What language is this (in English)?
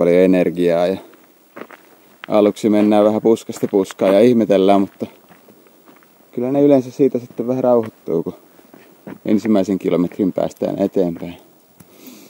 Finnish